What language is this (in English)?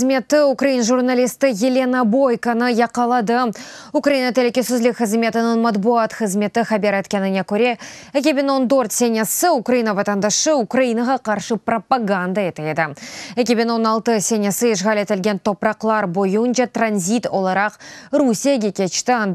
Crimean Tatar